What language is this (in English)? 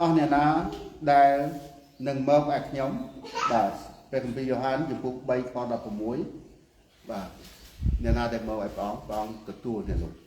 Khmer